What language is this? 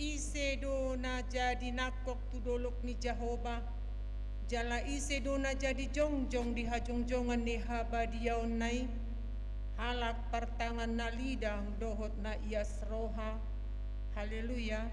Batak Toba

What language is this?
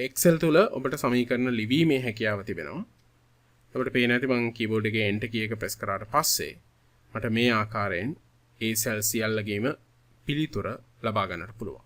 Sinhala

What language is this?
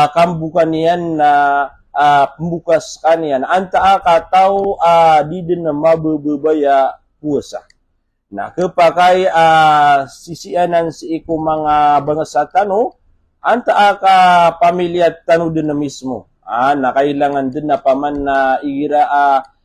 Maranao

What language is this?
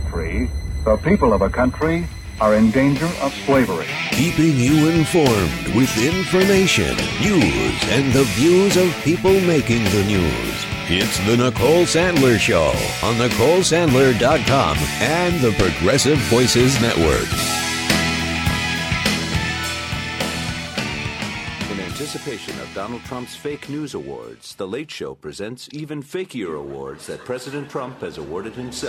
English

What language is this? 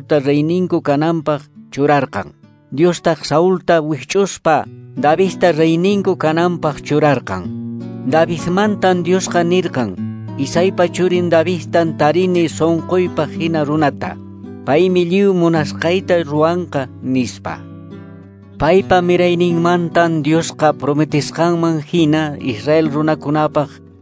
Quechua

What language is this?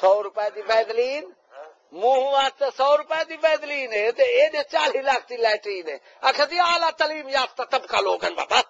Saraiki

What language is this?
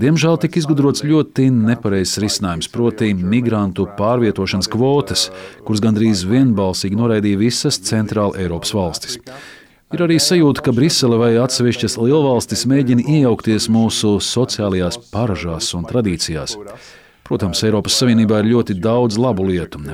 Latvian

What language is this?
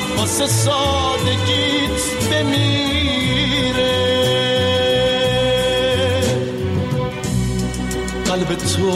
Persian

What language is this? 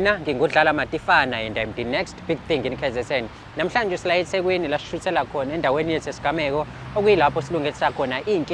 Zulu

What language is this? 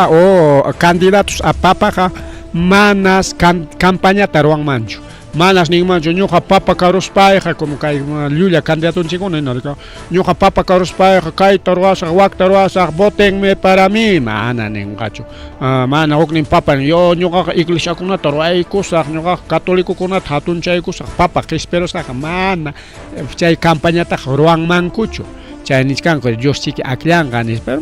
Ayacucho Quechua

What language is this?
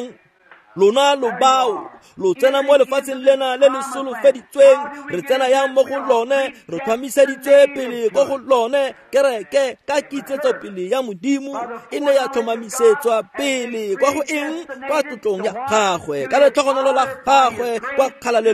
Tswana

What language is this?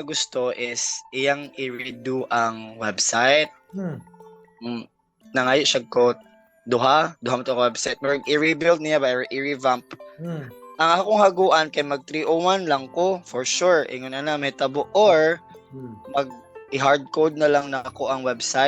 Cebuano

